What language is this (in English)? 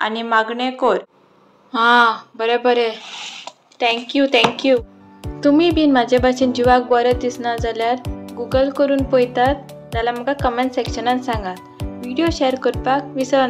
Konkani